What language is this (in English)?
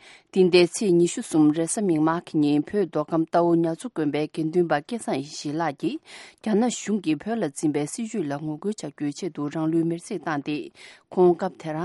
Tibetan